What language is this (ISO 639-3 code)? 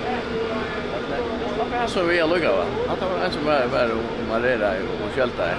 fao